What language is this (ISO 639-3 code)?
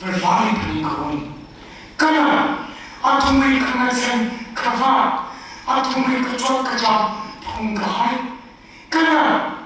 nmf